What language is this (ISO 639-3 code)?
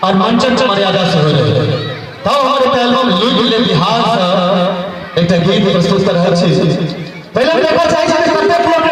mai